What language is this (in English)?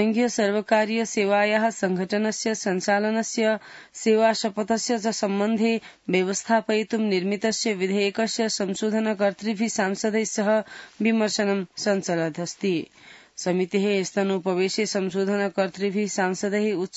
Sanskrit